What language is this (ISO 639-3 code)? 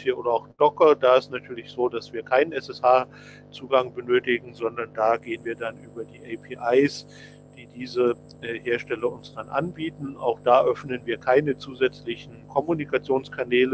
deu